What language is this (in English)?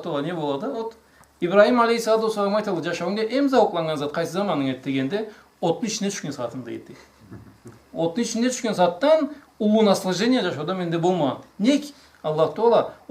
Karachay-Balkar